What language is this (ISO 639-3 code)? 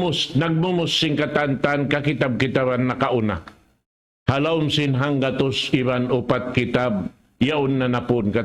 tsg